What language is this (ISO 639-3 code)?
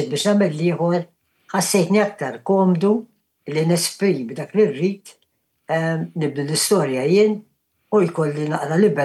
mlt